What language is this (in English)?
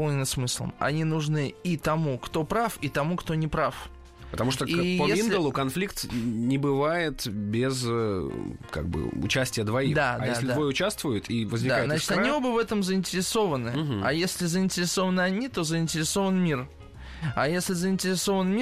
Russian